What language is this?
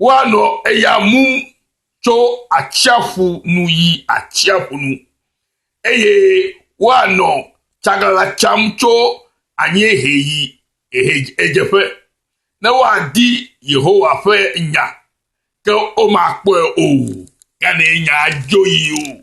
Ewe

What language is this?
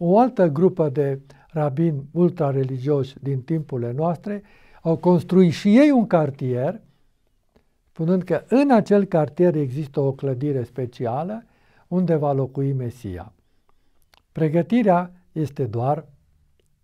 Romanian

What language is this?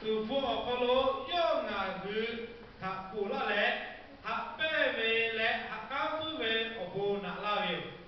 Lahu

